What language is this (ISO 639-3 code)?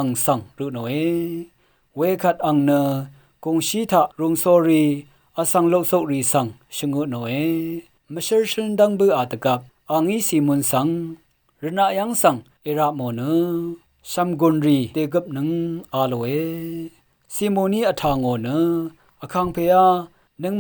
raw